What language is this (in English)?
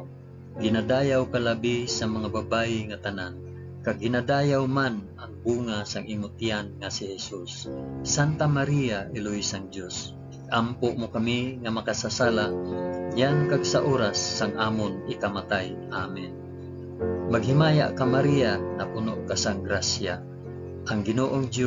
Hiligaynon